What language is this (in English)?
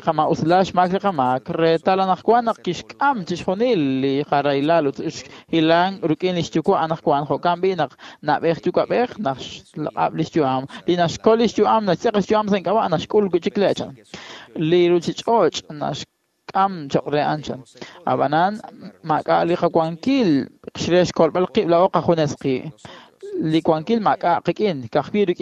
Kekchí